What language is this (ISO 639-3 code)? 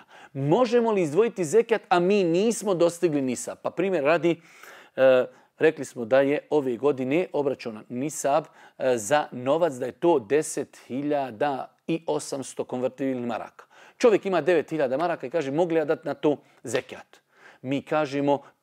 bos